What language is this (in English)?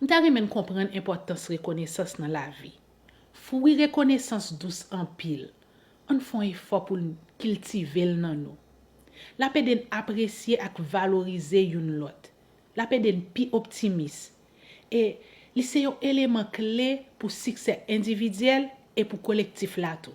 Haitian Creole